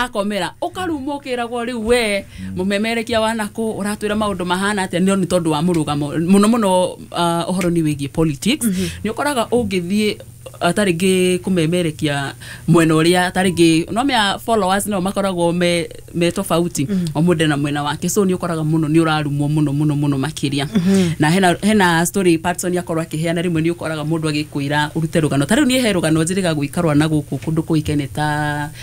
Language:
Kikuyu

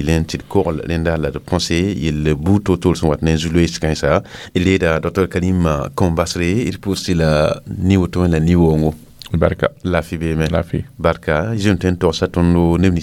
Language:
Mossi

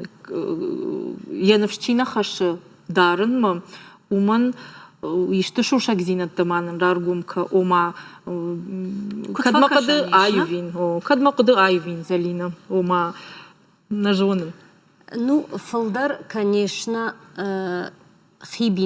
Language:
Ossetic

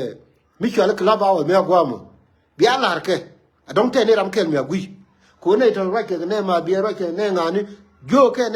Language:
Nuer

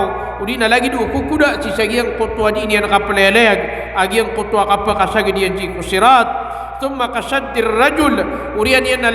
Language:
Maranao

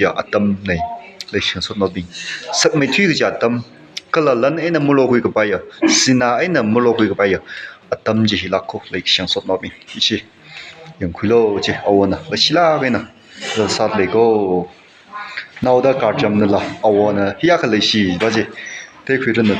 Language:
Tangkhul Naga (India)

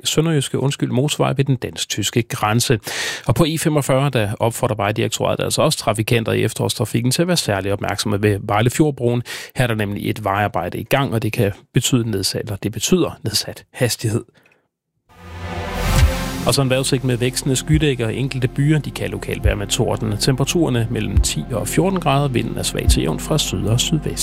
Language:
Danish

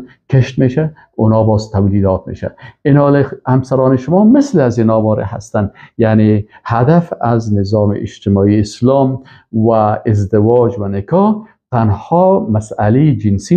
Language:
Persian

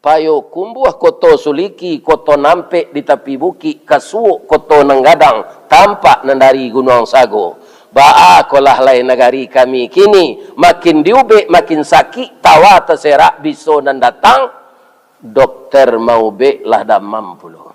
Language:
Minangkabau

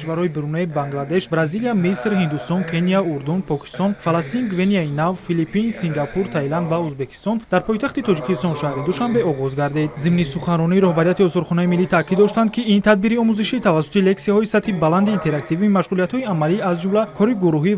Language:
Tajik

